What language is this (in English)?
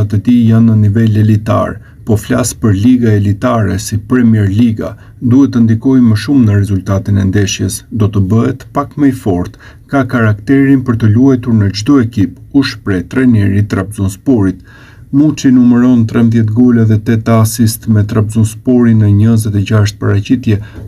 Albanian